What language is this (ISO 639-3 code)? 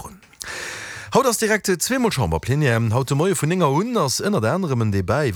ltz